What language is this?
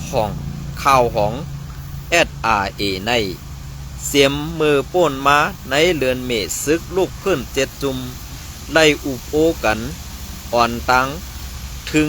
Shan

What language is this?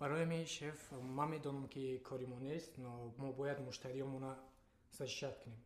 Tajik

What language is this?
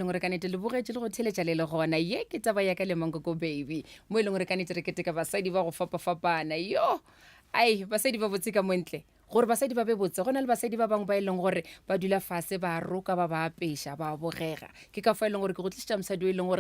Northern Sotho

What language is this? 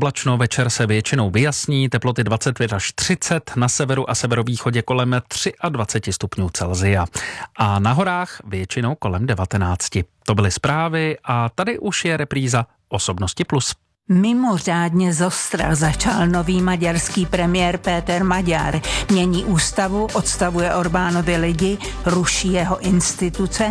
Czech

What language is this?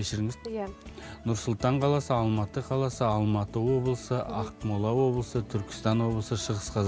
Kazakh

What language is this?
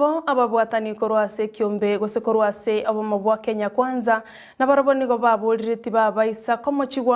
Gusii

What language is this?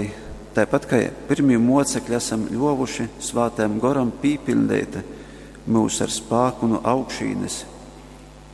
Latgalian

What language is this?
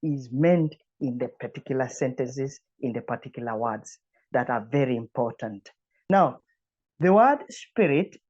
English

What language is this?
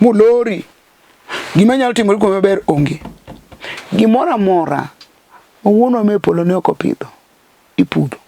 Luo (Kenya and Tanzania)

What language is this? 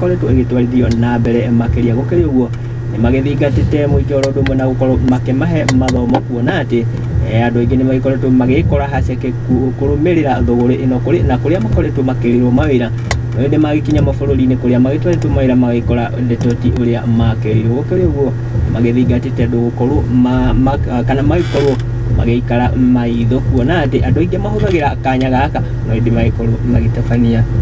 Kikuyu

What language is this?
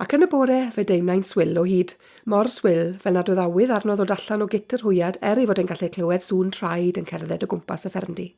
Welsh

